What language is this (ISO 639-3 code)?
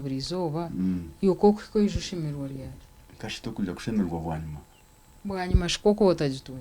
nyn